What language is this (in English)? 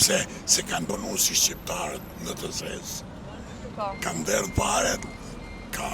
Albanian